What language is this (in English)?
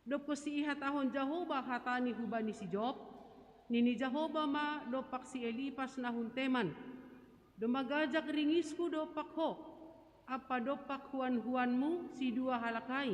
Batak Simalungun